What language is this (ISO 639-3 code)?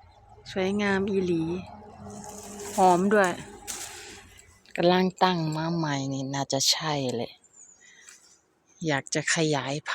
lao